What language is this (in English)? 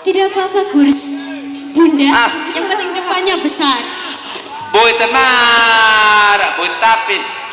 Sasak